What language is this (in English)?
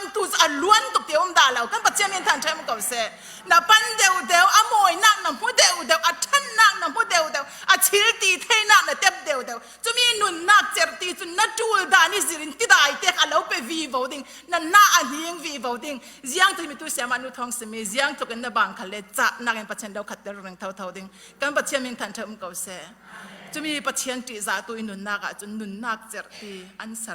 Falam Chin